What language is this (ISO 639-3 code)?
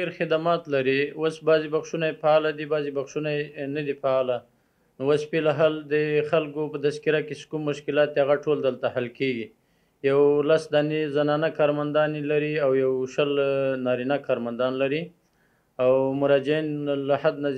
pus